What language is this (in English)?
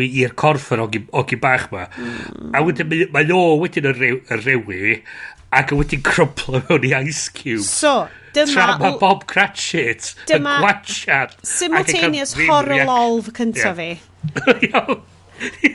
Welsh